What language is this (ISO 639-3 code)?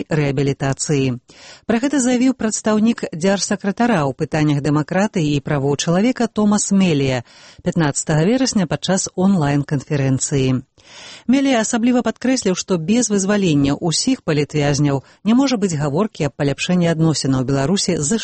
bel